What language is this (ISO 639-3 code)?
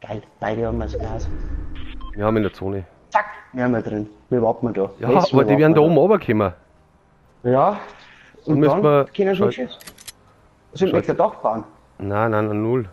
bar